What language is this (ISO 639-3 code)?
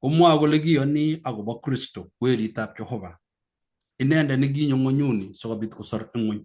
kln